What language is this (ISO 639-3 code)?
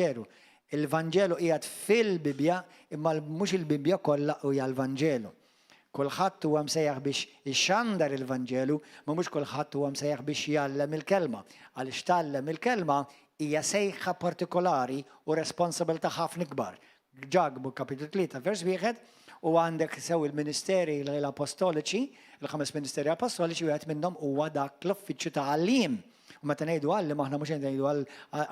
mlt